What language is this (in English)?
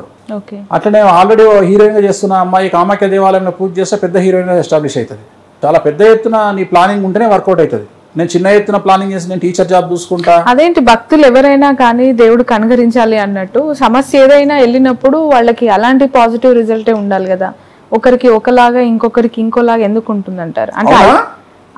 Telugu